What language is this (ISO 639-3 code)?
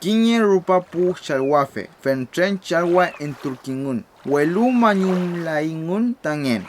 arn